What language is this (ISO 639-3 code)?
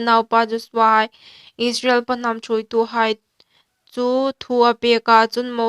hmr